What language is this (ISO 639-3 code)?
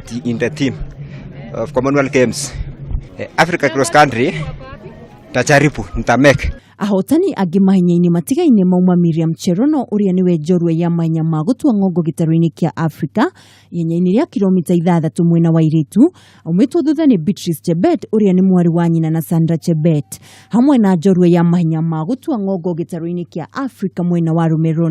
kik